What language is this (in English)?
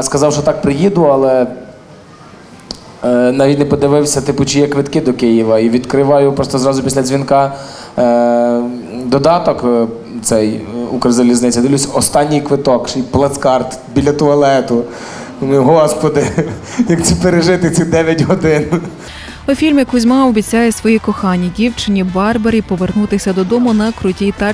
Ukrainian